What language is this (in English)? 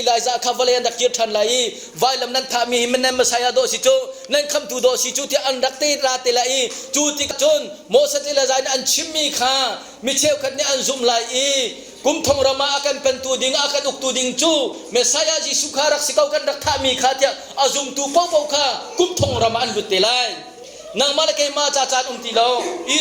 Hakha Chin